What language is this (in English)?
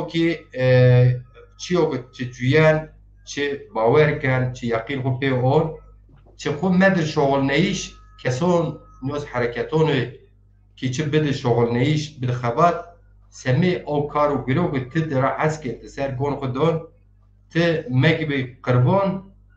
Zaza